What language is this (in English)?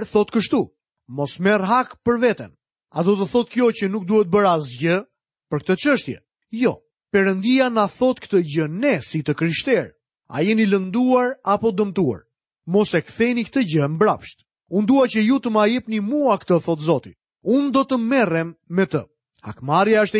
Albanian